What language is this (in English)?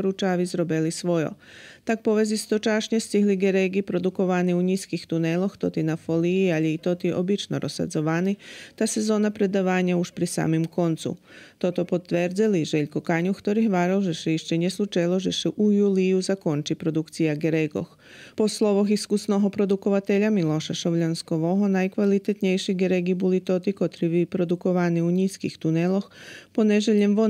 Rusyn